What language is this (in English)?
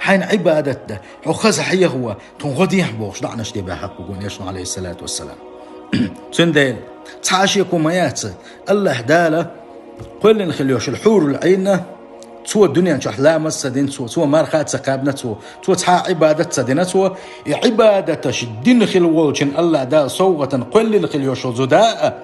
Chechen